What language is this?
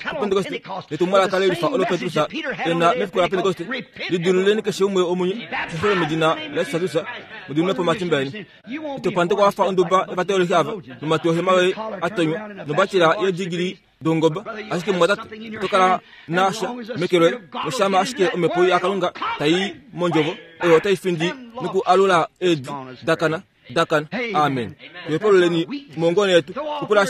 Kuanyama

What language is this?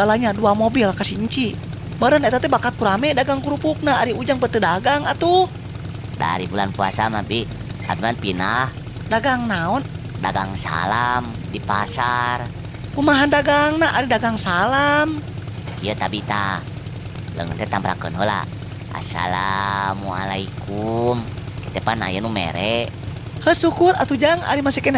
Sundanese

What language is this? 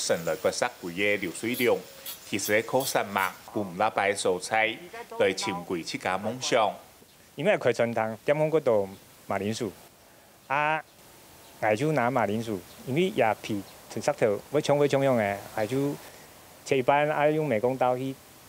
Hakka Chinese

